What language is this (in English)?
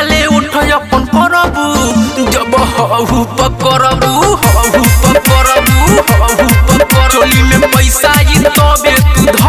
Bhojpuri